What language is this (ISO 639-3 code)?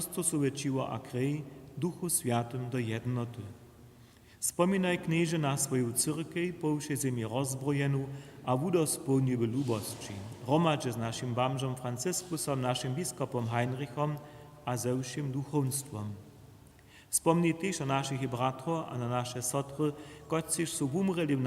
hsb